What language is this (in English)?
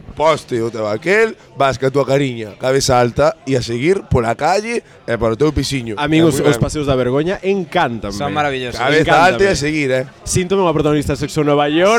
Galician